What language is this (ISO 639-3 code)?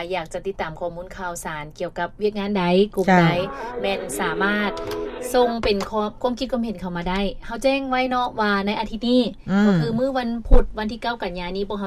lao